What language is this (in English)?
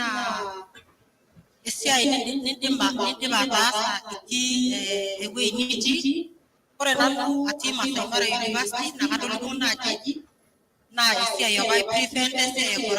Masai